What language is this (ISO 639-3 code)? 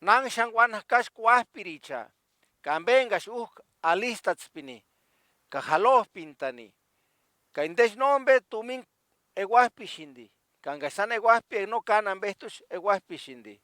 tsz